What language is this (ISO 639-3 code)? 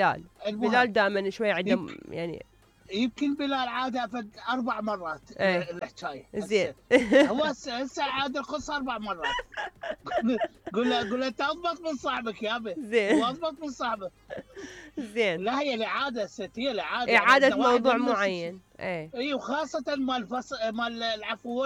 acm